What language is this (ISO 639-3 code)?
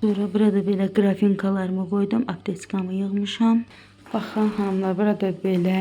aze